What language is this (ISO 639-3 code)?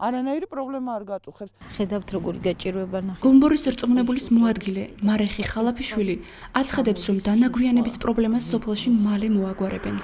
kat